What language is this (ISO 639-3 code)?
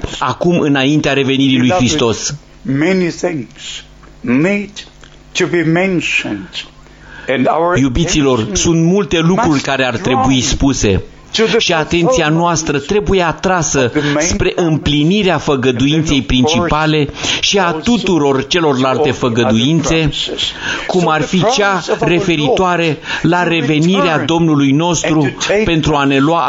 ron